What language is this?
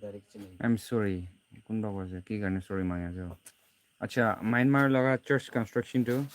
Naga Pidgin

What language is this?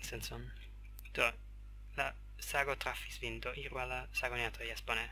Esperanto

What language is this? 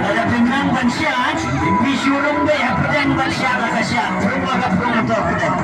Khasi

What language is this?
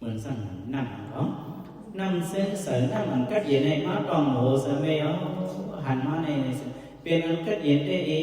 Shan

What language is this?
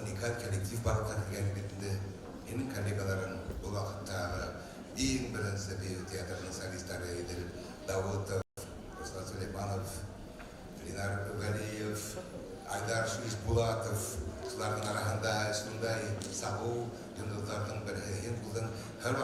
Bashkir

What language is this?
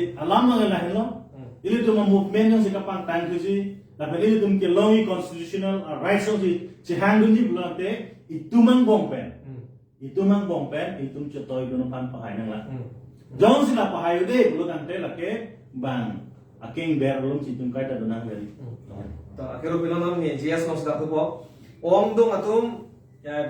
Karbi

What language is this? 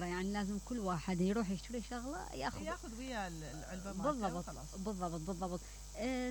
Mesopotamian Arabic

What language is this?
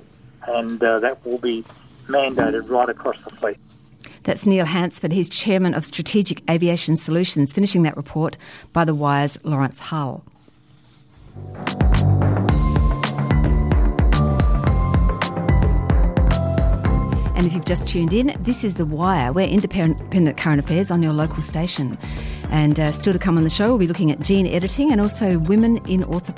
English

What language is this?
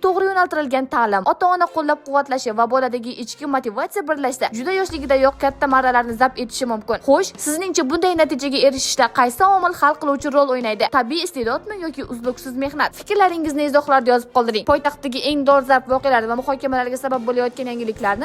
Uzbek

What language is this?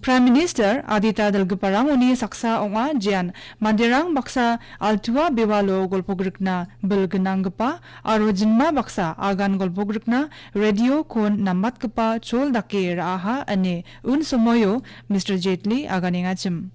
Garo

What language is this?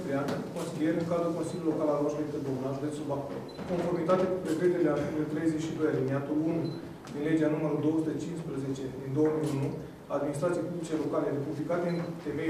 Romanian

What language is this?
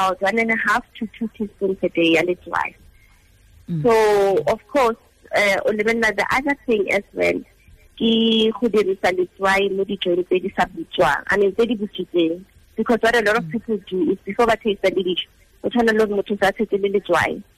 Tswana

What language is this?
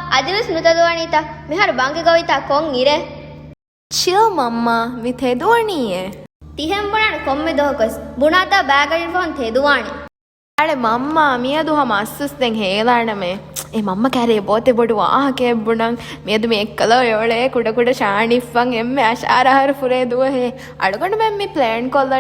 Divehi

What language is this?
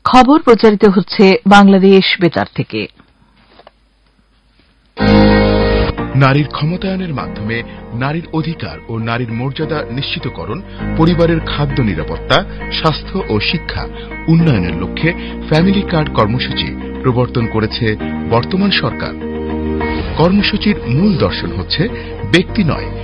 Bangla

